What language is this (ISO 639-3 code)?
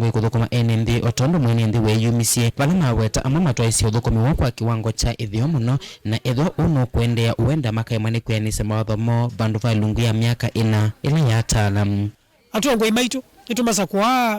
kam